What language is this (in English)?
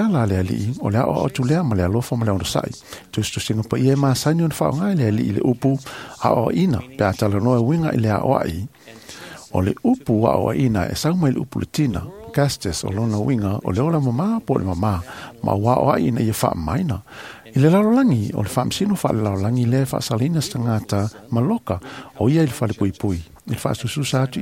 Samoan